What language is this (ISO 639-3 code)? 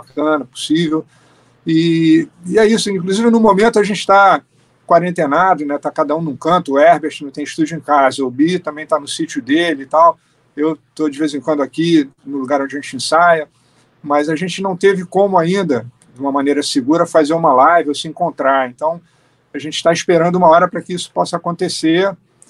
por